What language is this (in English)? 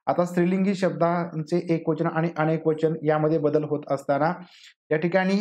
Marathi